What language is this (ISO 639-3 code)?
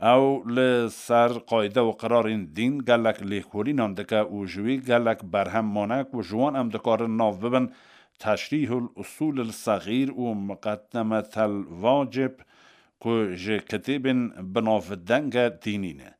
kur